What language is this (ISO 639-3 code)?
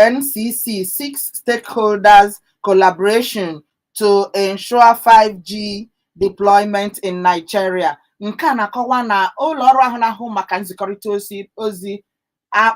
ibo